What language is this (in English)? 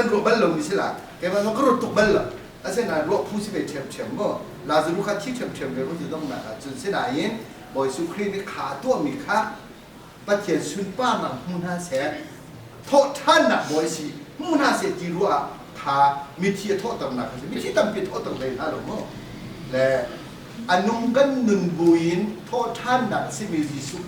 Hakha Chin